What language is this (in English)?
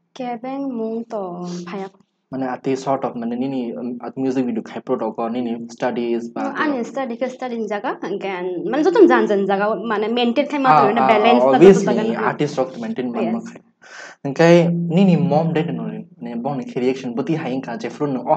Kok Borok